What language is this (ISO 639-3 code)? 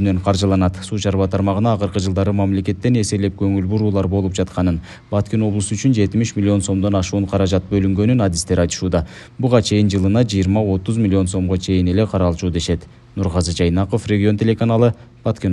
kir